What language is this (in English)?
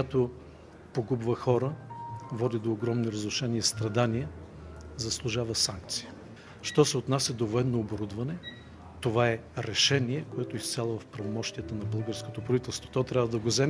Bulgarian